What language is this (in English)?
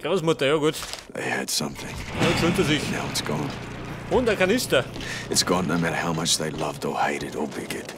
Bavarian